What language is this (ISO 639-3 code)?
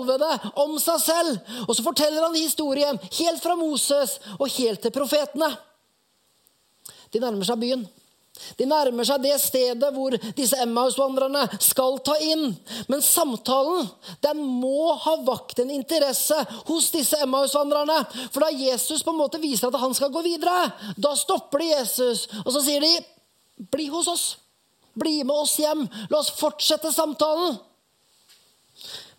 nor